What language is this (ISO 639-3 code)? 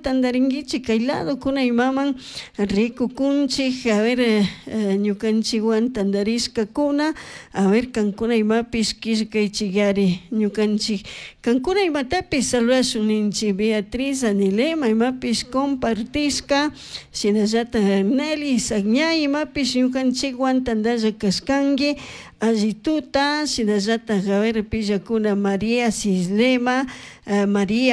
qug